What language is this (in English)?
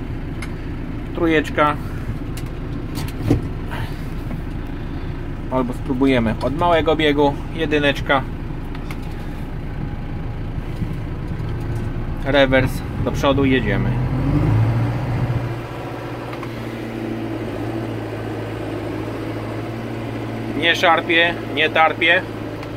Polish